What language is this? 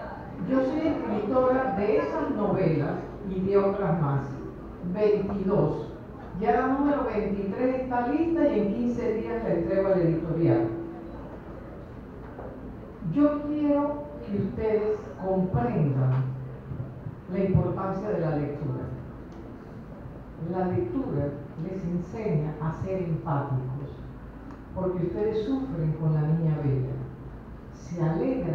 Spanish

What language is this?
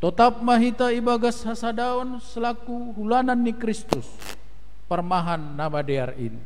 Batak Simalungun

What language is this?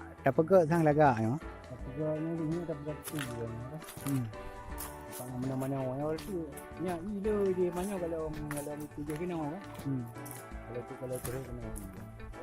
Achinese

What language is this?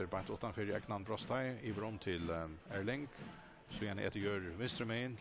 Faroese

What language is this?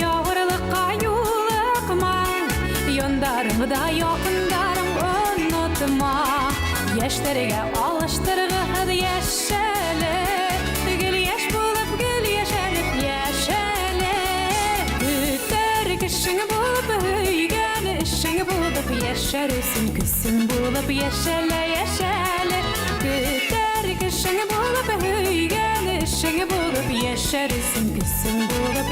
Bashkir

